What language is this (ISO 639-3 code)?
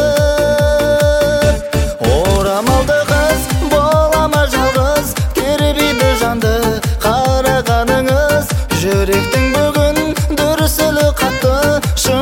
kaz